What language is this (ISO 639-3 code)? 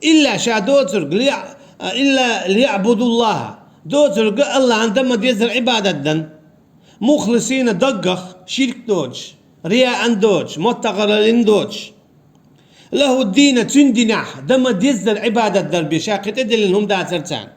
che